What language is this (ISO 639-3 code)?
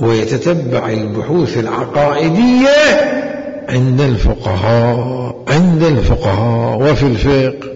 acm